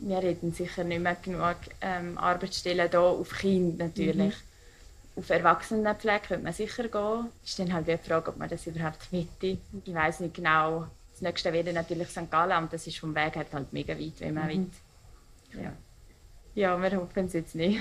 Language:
Romansh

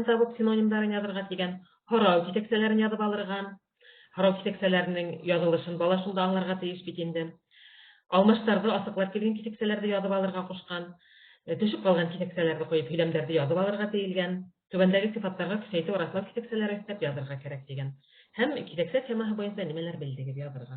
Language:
Bashkir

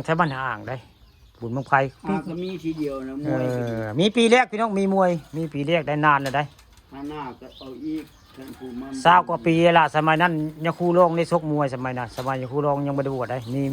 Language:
Northeastern Thai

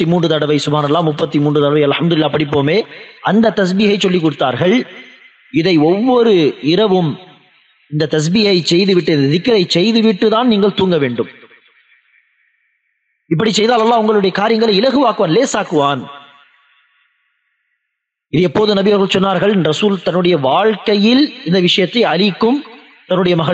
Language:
Tamil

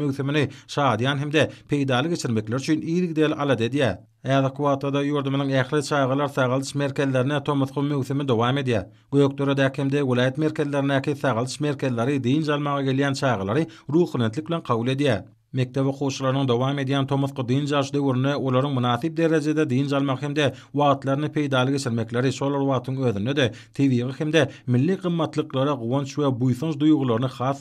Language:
Turkmen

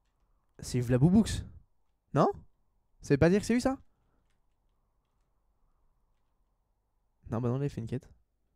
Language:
French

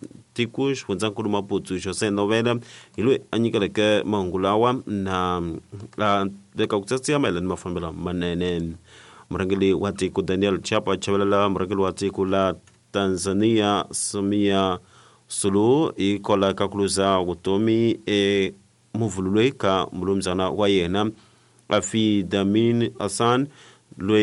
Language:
Tsonga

